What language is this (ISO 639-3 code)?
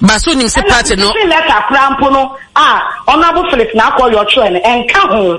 aka